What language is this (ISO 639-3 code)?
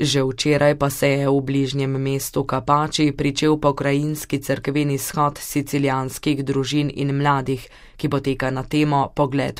slv